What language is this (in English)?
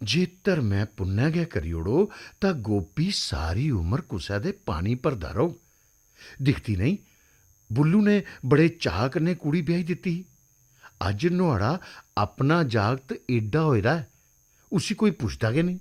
Dogri